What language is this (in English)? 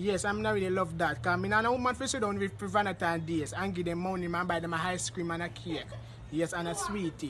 Jamaican Creole English